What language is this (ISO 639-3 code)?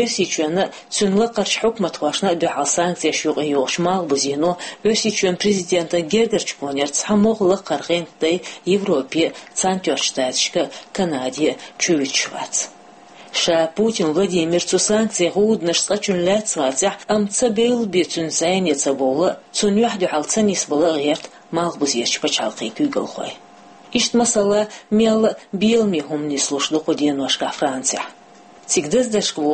che